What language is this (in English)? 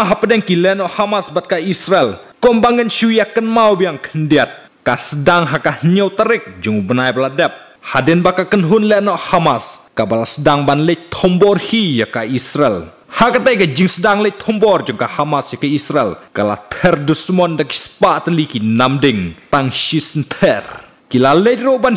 Khasi